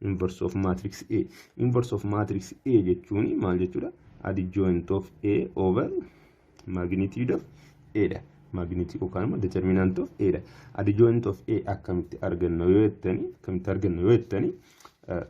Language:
Oromo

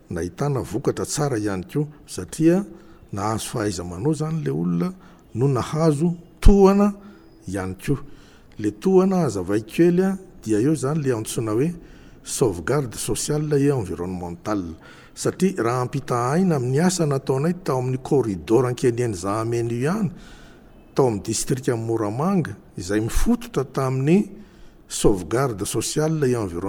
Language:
Malagasy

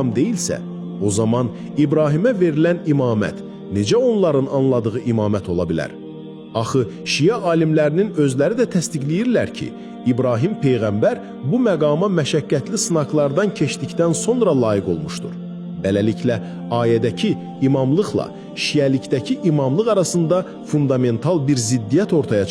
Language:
Azerbaijani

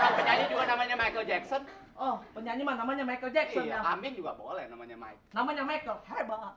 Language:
Betawi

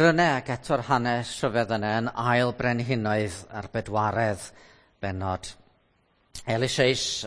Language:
Welsh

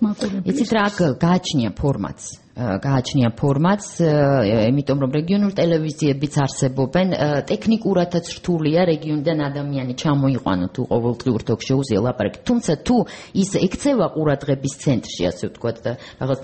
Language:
Georgian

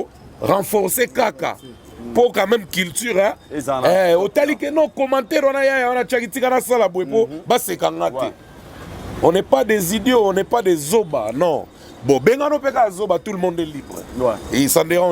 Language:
Lingala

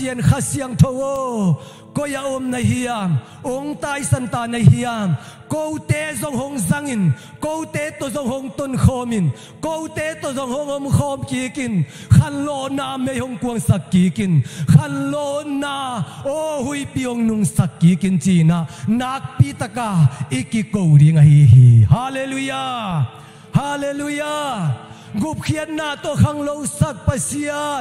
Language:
Tedim Chin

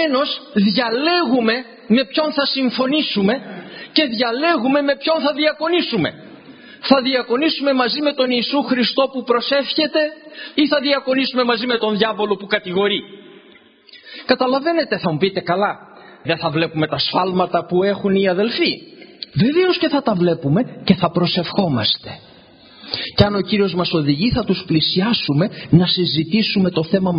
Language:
Greek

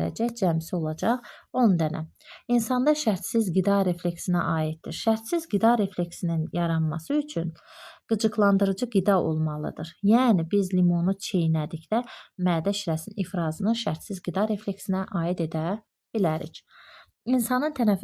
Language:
Azerbaijani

